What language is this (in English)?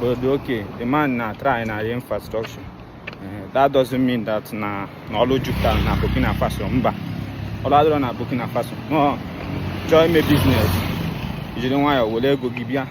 Igbo